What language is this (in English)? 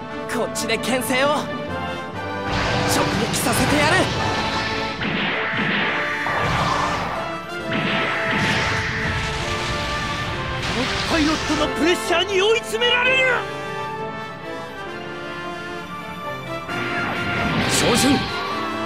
Japanese